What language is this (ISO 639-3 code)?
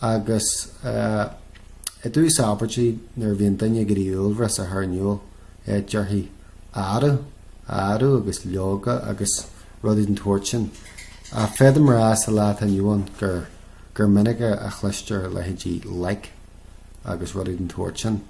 gle